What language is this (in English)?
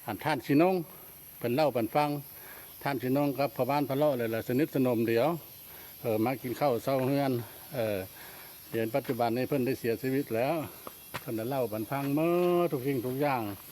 Lao